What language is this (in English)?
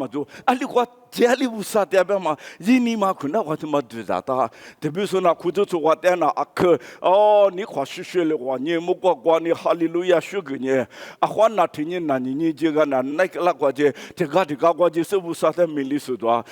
Lisu